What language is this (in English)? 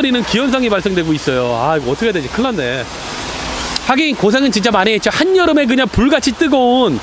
Korean